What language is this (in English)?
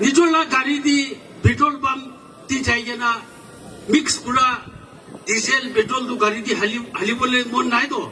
Naga Pidgin